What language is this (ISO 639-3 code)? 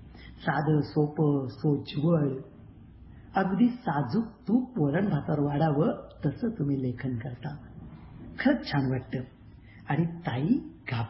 mar